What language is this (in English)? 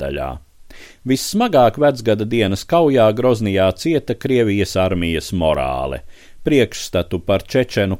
Latvian